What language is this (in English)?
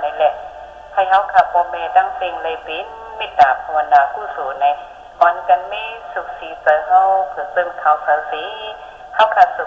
Shan